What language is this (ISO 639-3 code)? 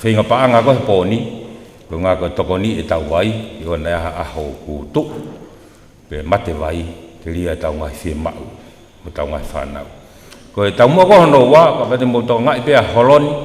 ton